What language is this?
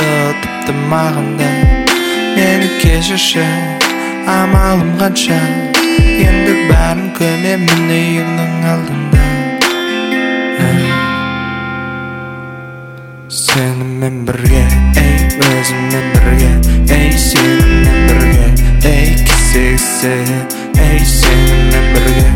Kazakh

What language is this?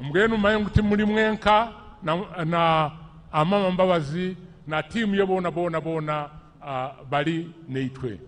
Nyankole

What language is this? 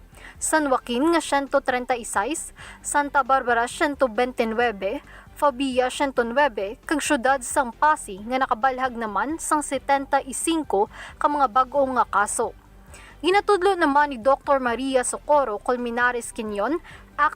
Hiligaynon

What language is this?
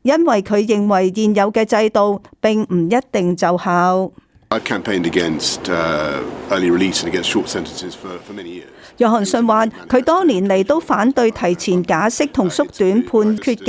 Cantonese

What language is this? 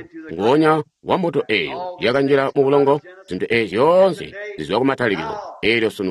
Tonga (Zambia)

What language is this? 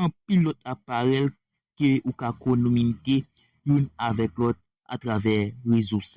Haitian Creole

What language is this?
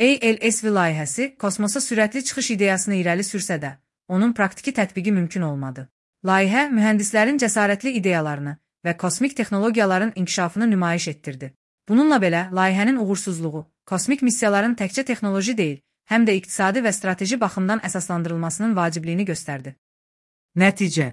Azerbaijani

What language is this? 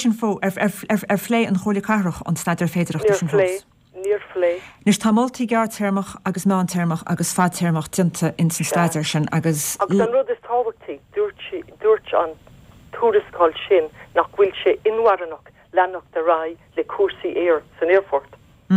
Irish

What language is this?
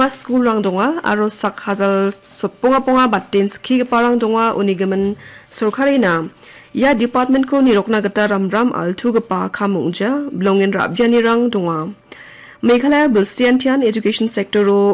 Garo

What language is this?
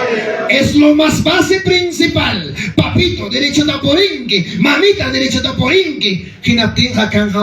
Ayacucho Quechua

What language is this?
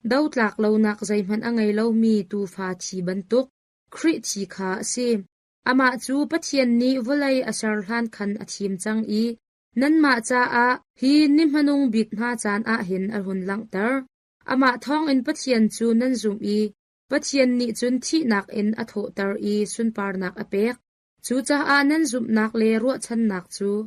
Hakha Chin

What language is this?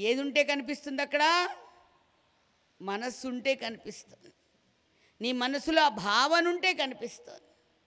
Telugu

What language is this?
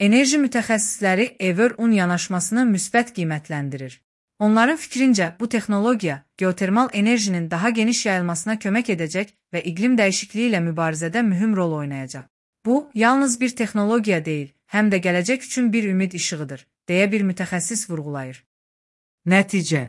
Azerbaijani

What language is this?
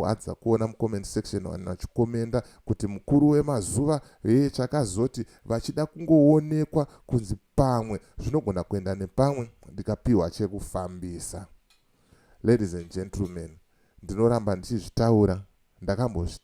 Shona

